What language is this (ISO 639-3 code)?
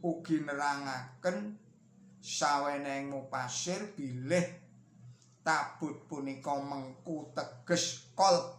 jav